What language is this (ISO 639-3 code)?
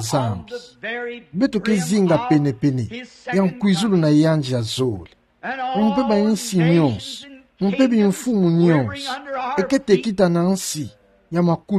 ktu